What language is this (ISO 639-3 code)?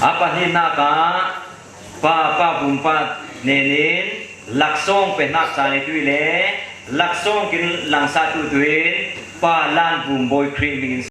cfm